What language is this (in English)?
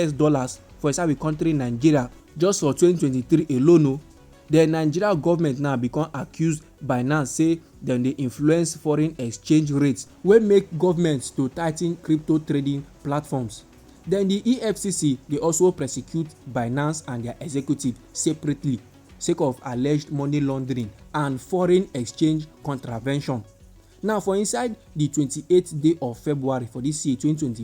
Nigerian Pidgin